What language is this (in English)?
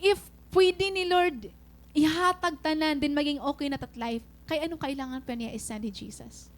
Waray